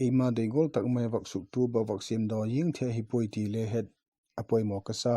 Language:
Vaiphei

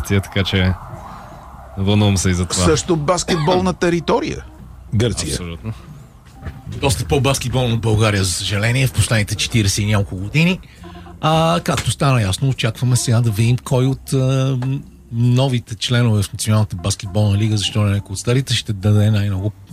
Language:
Bulgarian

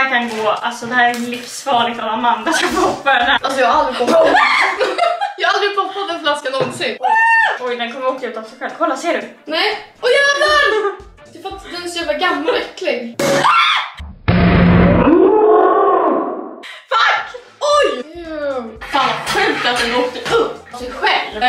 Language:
Swedish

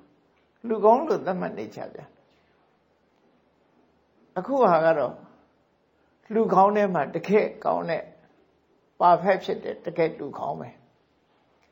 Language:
Burmese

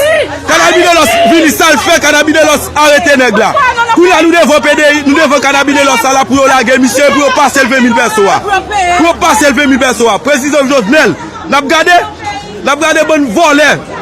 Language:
Haitian Creole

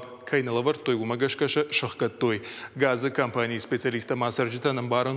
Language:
Ossetic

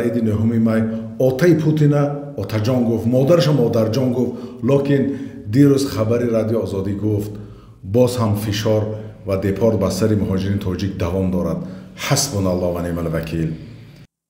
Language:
Tajik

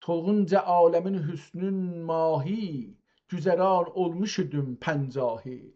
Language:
South Azerbaijani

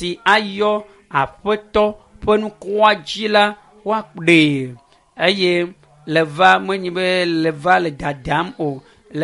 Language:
Ewe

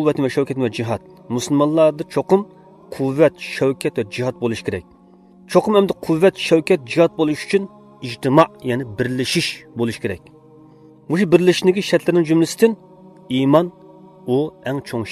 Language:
Uyghur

